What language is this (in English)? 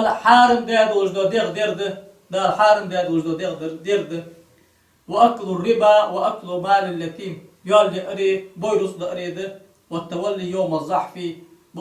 Ingush